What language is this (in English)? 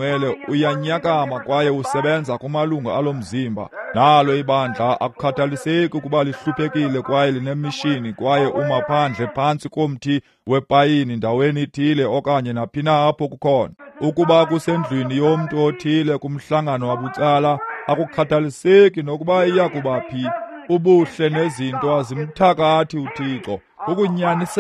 Xhosa